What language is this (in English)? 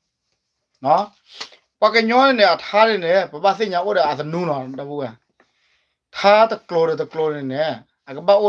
S'gaw Karen